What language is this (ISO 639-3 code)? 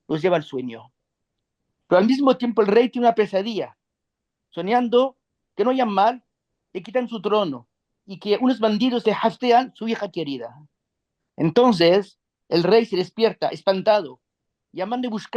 lad